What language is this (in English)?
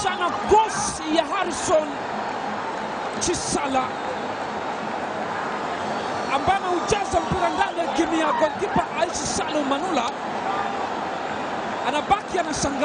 Swahili